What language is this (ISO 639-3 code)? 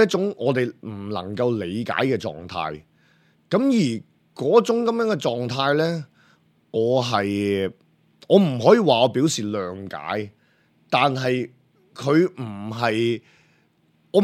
yue